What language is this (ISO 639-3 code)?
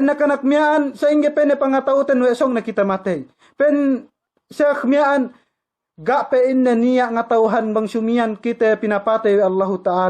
yka